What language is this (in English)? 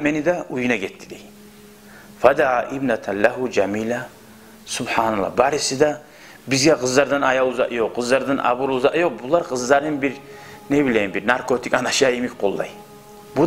Kumyk